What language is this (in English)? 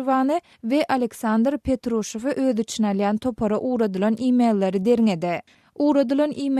Turkmen